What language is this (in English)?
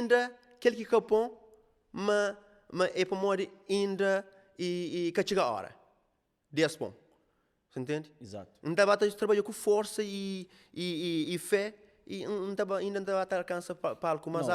Kabuverdianu